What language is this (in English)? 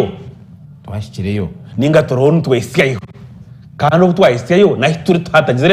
Nyankole